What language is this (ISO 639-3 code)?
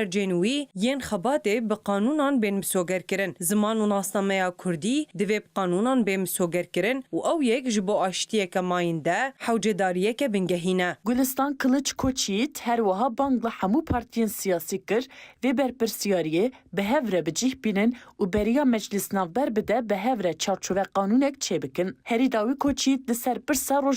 kur